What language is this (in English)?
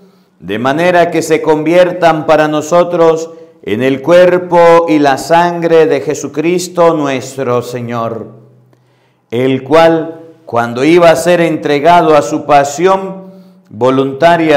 Spanish